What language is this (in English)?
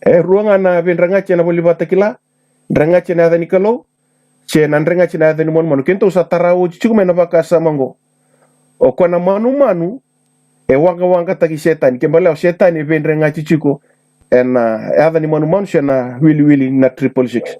Fijian